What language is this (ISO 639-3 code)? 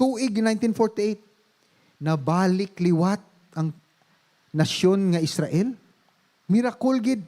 hil